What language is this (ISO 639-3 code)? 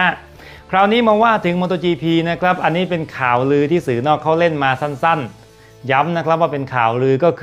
tha